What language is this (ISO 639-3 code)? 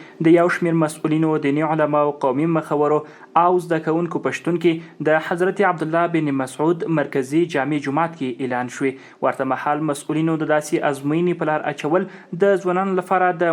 pus